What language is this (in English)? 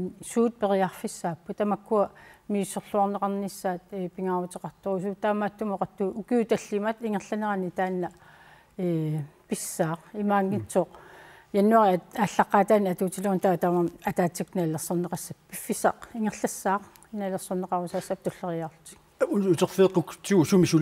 Kalaallisut